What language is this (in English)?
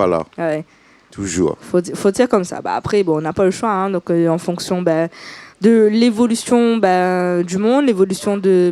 Réunion Creole French